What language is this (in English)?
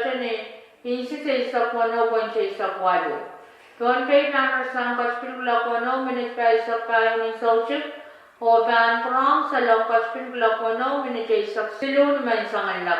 Pohnpeian